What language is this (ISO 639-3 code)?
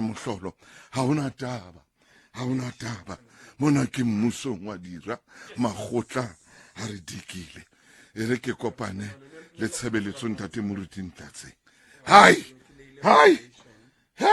sot